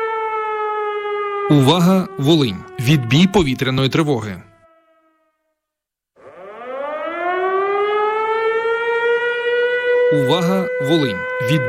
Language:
Ukrainian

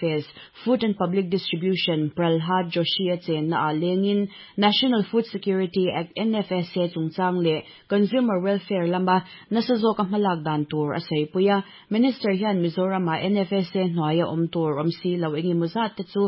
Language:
Mizo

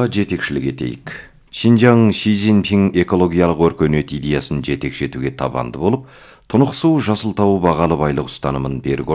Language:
Kazakh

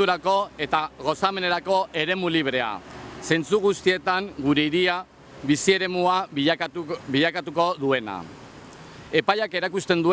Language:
Basque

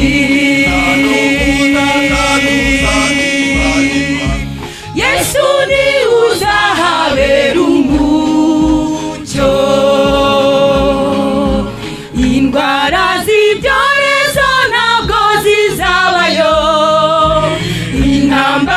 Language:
Kinyarwanda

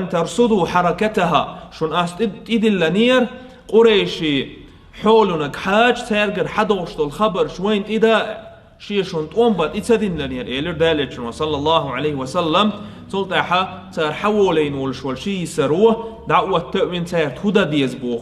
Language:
Chechen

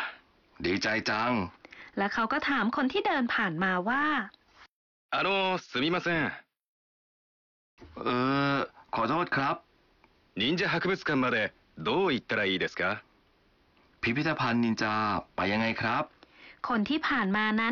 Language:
Thai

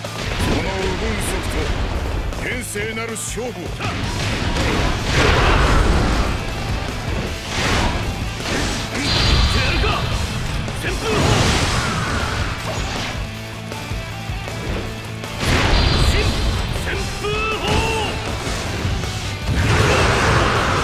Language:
Japanese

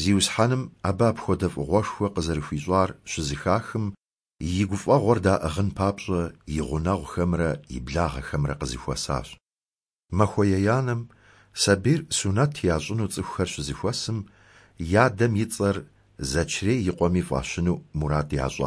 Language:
Kabardian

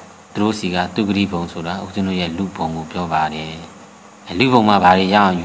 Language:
Burmese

